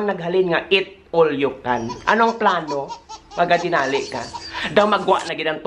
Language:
Hiligaynon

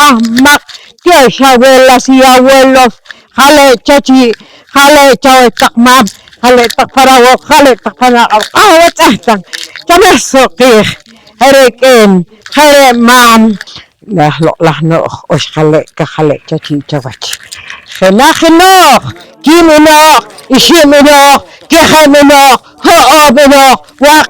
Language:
Poqomchi'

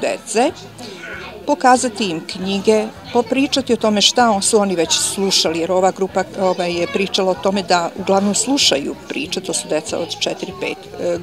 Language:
Serbian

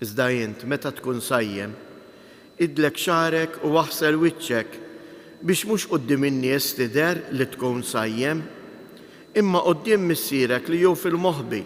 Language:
Maltese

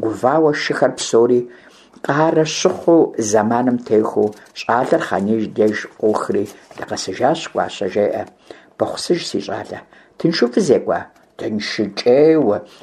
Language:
Kabardian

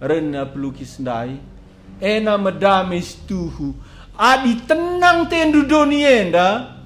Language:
Batak Karo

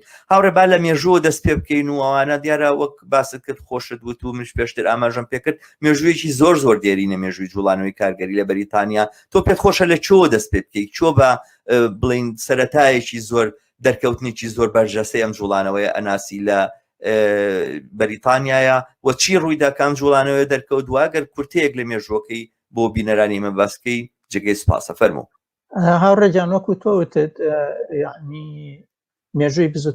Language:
Central Kurdish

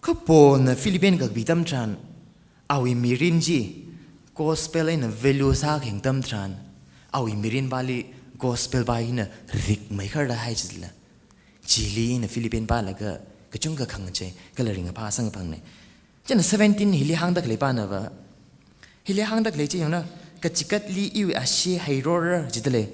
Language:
Tangkhul Naga (India)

